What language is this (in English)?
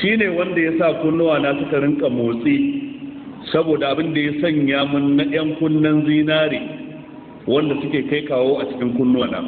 Hausa